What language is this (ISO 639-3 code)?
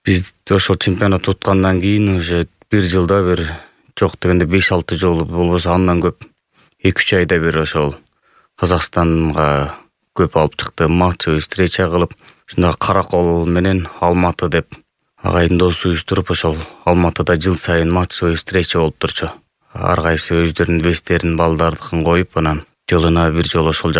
kir